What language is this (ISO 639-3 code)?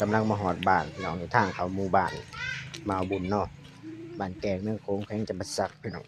lao